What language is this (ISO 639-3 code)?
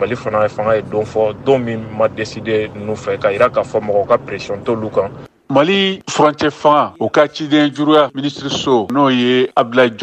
bam